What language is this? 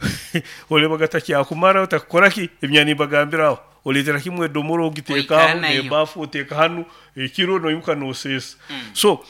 Nyoro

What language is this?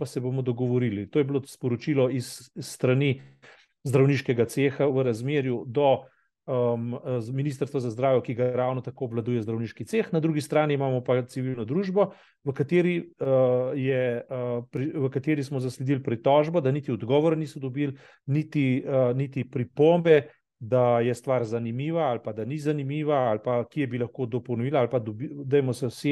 Slovenian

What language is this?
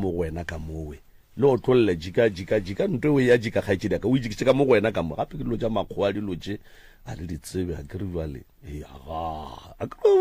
Northern Sotho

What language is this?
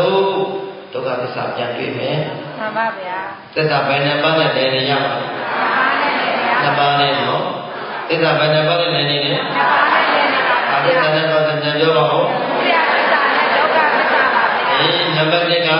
Burmese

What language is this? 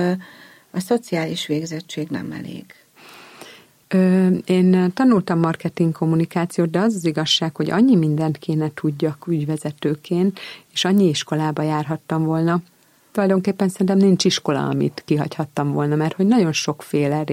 Hungarian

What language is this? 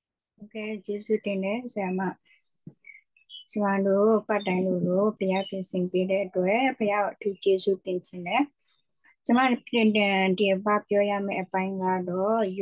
Burmese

